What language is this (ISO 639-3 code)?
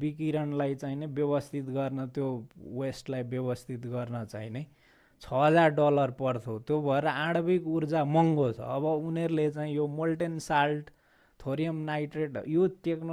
nep